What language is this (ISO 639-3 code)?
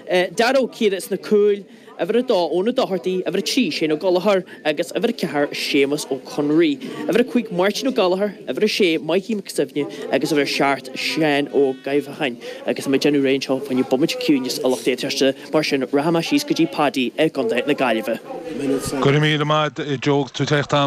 gle